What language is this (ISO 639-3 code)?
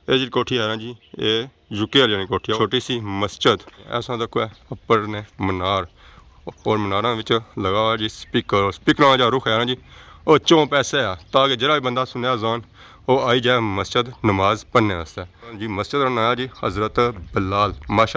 phr